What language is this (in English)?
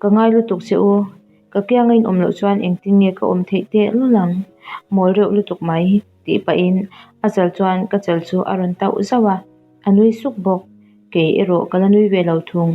Mizo